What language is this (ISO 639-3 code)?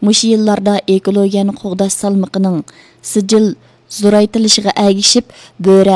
uig